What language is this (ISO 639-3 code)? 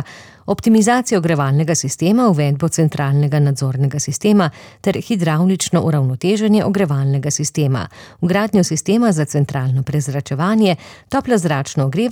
slv